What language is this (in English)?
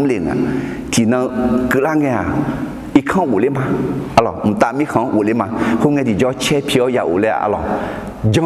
Akha